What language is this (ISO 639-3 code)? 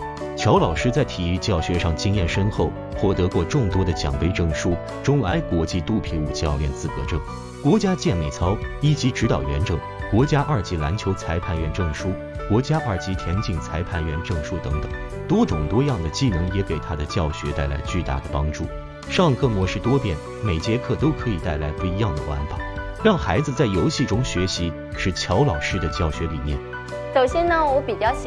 zho